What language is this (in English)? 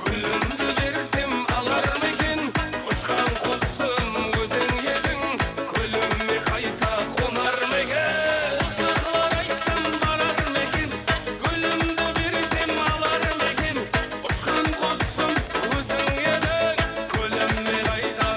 Kara-Kalpak